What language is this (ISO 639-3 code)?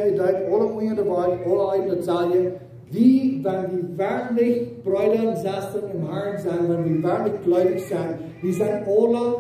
pdt